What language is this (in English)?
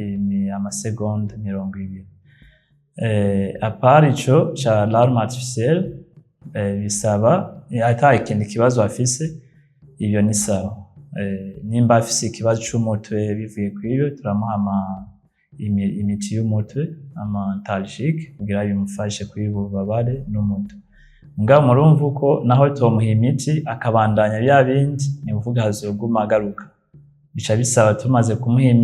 Rundi